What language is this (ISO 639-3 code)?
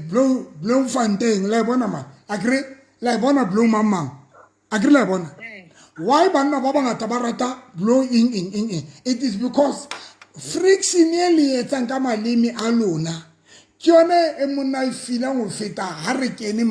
sot